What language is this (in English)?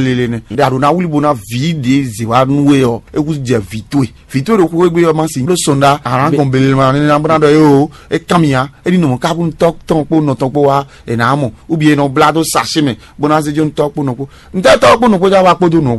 Fon